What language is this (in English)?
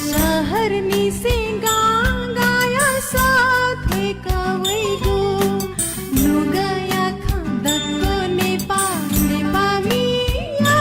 Newari